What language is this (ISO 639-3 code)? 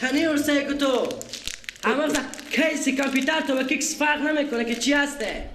fas